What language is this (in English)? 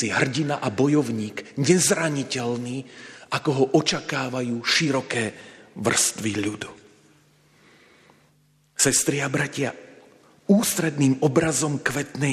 Slovak